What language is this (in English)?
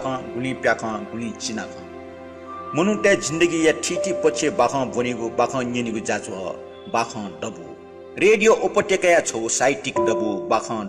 Newari